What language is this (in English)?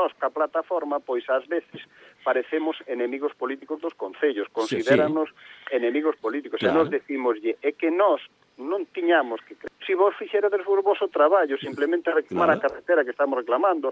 Galician